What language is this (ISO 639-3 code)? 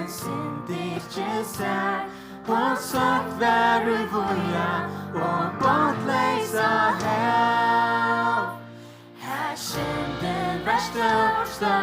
fao